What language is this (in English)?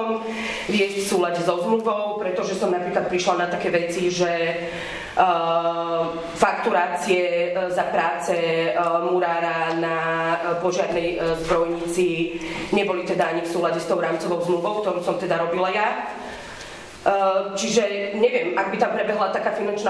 Slovak